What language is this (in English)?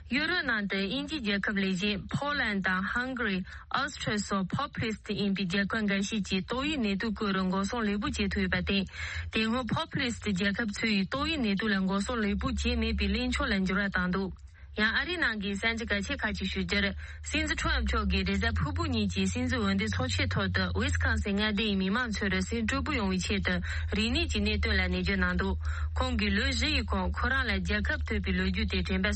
Tibetan